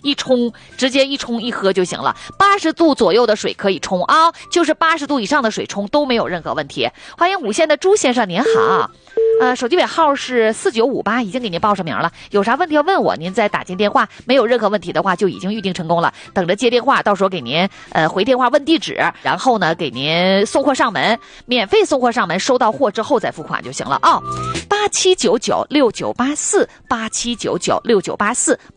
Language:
Chinese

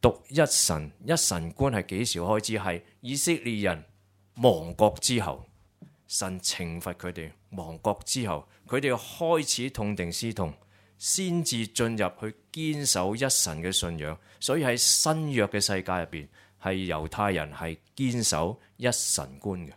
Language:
Cantonese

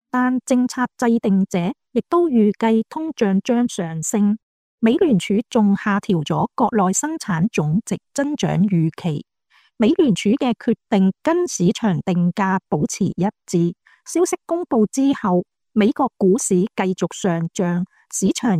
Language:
Cantonese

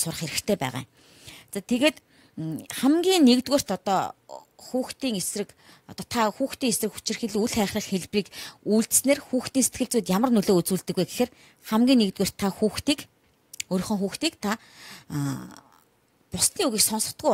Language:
Mongolian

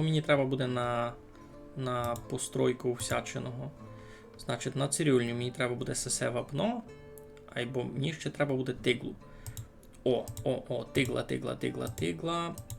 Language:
Rusyn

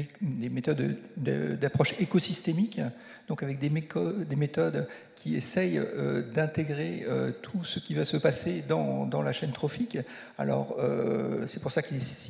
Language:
French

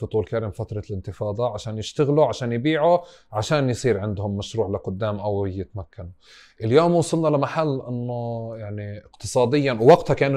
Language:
North Levantine Arabic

